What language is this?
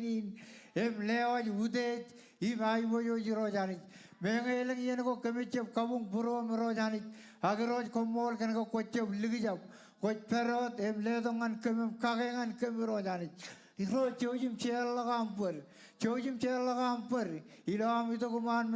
Marshallese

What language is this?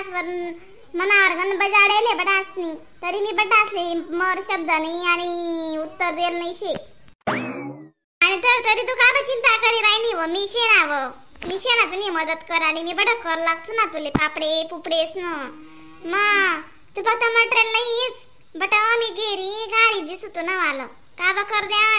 Khandesi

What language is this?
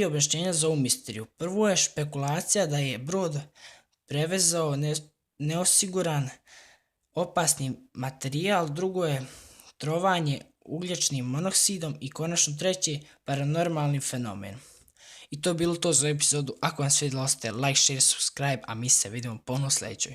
Bosnian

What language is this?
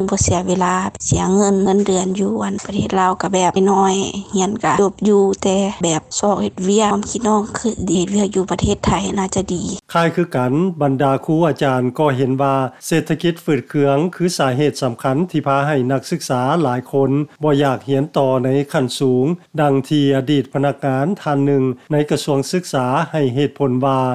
Lao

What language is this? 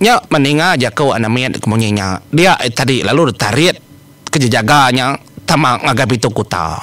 Iban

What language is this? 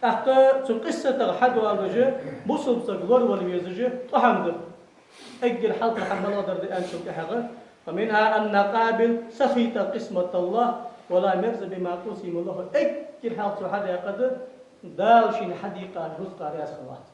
Ingush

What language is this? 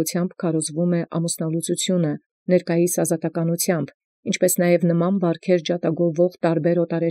Armenian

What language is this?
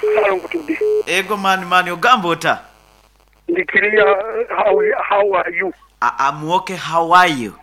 Nyoro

